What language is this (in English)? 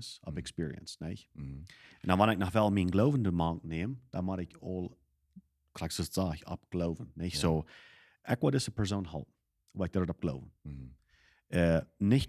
Plautdietsch